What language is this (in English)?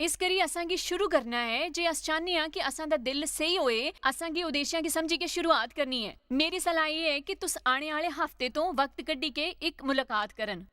Dogri